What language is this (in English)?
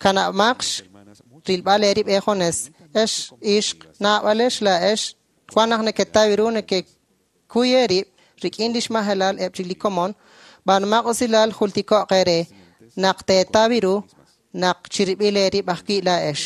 Kekchí